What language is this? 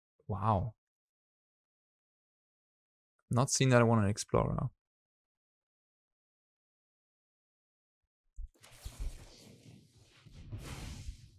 English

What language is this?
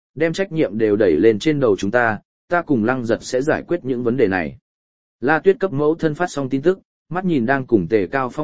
Vietnamese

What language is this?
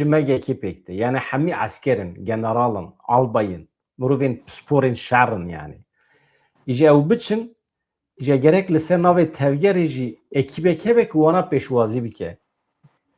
Kurdish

